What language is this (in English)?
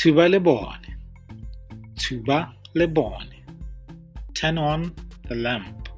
Tswana